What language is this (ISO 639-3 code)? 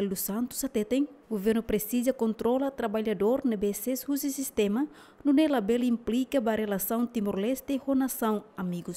tet